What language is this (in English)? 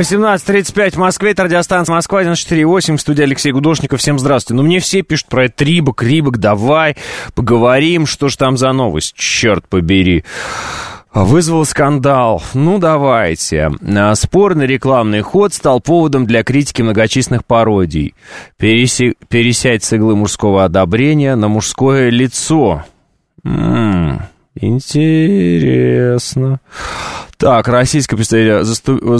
Russian